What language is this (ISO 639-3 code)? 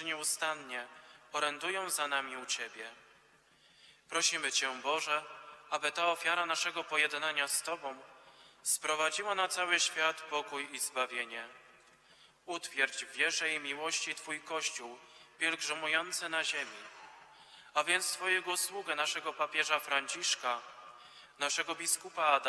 pol